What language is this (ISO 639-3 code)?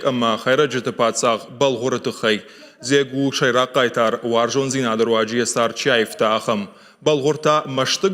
oss